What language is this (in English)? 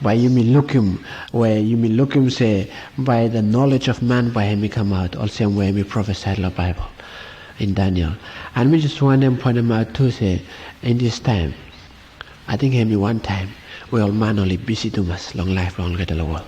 Bislama